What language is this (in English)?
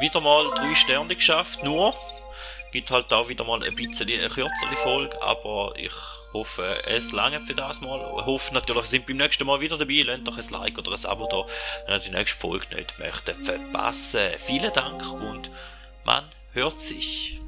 Swiss German